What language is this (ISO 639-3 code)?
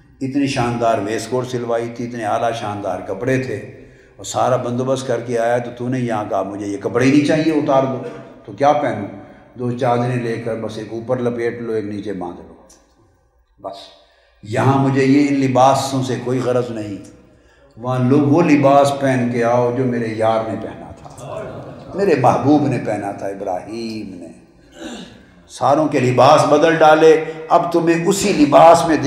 urd